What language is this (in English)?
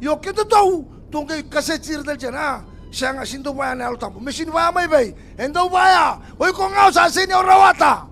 Fijian